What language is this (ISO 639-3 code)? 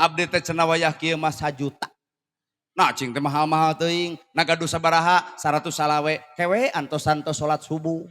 sun